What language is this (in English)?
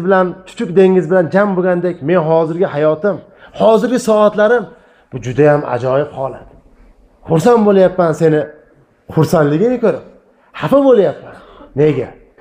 Uzbek